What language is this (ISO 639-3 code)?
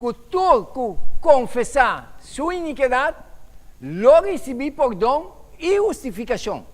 pap